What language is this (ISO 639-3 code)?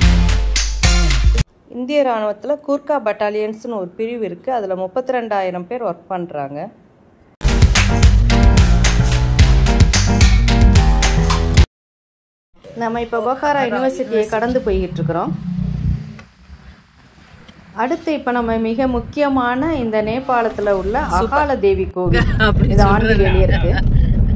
tam